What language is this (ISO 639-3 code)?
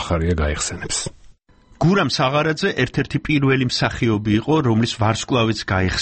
kat